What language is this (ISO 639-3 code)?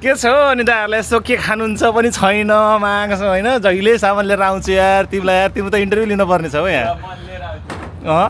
nep